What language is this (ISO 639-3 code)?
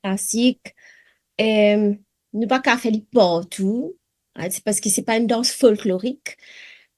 mfe